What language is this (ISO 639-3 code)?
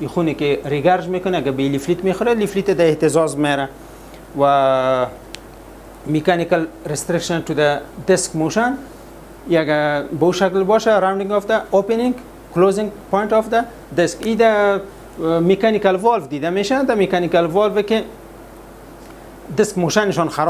fas